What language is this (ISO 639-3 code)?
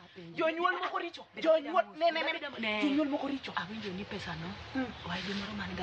luo